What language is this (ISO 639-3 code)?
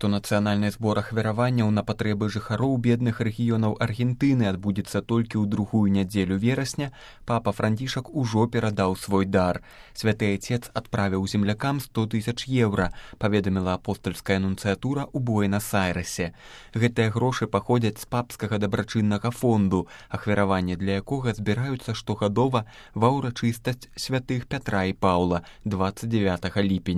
bel